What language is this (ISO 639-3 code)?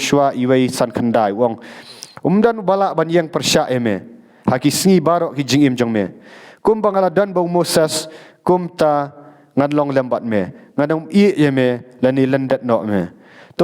kha